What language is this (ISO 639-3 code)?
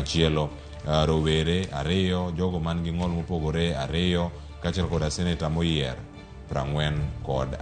luo